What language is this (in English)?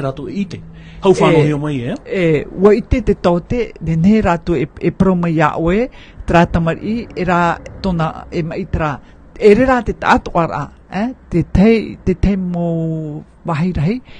Tahitian